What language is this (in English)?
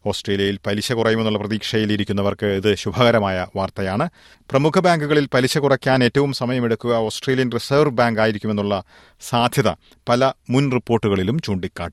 Malayalam